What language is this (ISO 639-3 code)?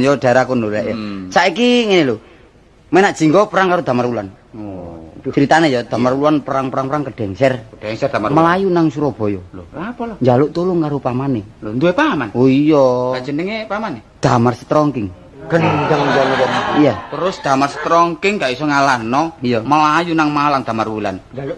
jav